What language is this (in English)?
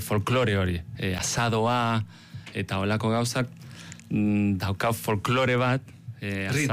Basque